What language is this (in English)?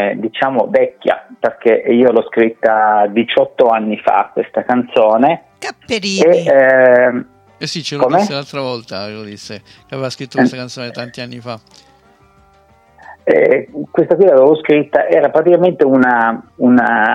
Italian